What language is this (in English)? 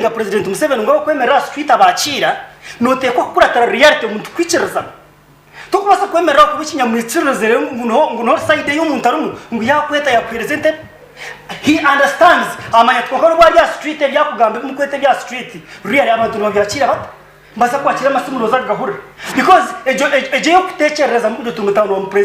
Nyankole